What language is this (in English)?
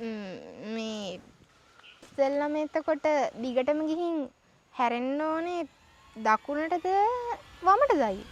Sinhala